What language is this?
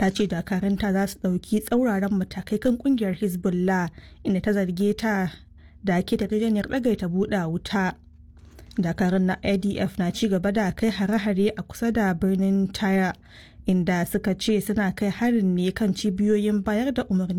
Hausa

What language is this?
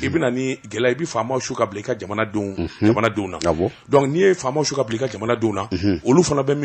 Bambara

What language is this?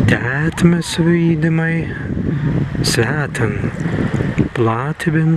Prussian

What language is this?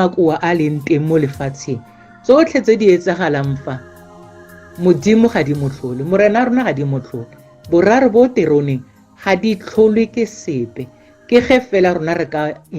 Tswana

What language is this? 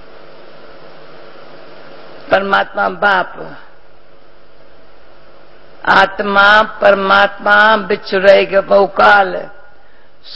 Hindi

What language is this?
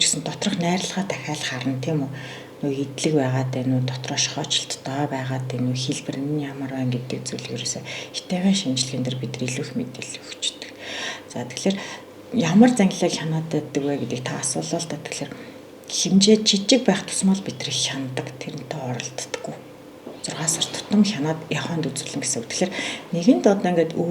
Mongolian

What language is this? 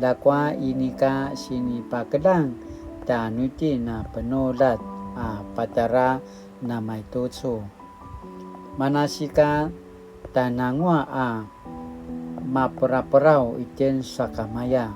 Paiwan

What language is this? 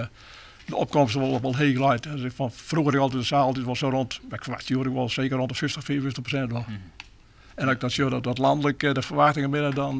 Western Frisian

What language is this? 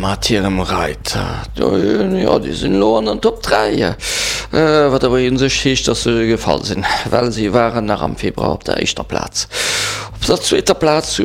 Luxembourgish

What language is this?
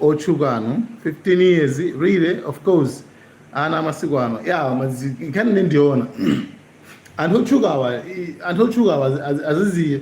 Nyanja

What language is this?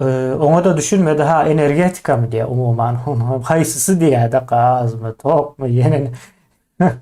Turkmen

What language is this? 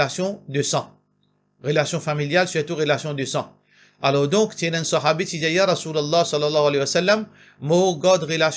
Morisyen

